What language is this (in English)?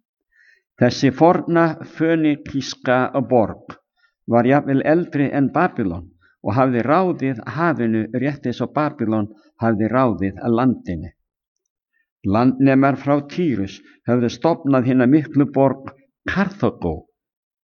Icelandic